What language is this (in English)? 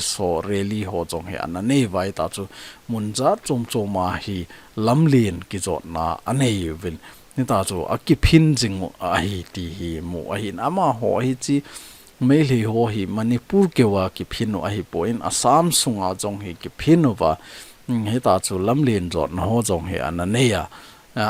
Thado Chin